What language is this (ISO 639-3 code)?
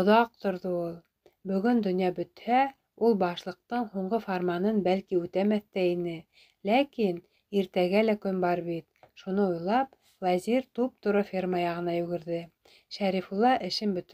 bak